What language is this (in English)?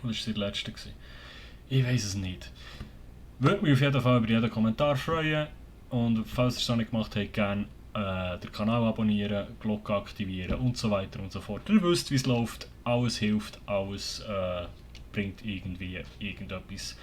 Swiss German